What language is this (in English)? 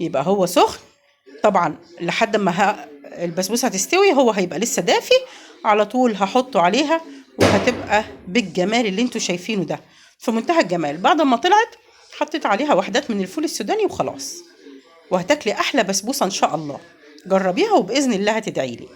Egyptian Arabic